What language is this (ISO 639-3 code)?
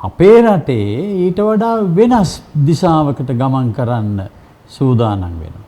sin